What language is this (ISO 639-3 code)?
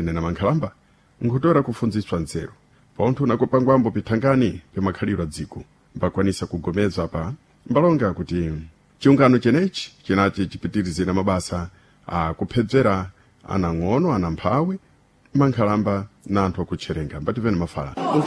seh